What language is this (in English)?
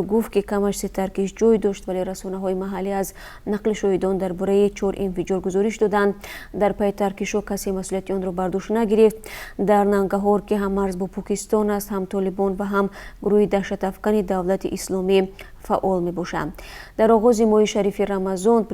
Tajik